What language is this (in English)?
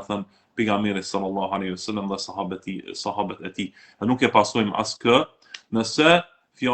Albanian